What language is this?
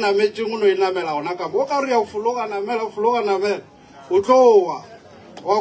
Northern Sotho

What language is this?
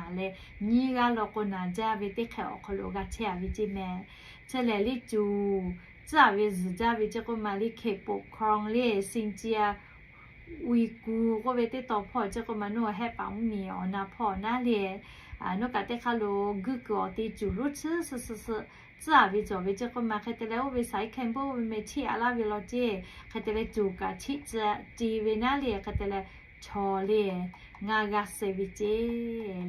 Lahu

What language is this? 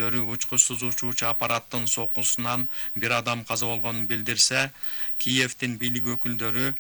Kyrgyz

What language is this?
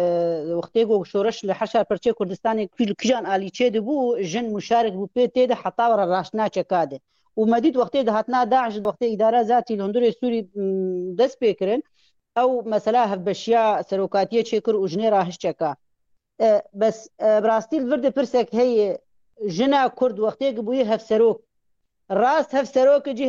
Kurdish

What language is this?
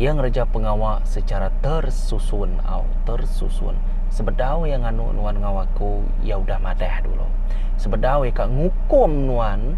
Iban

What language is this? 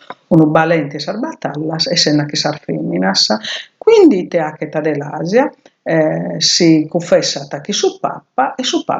Sardinian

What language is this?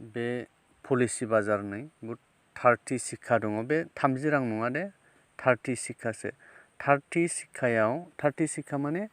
Bodo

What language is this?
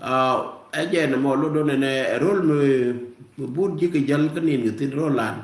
Nuer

